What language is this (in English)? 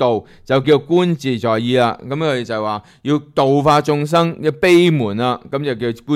Cantonese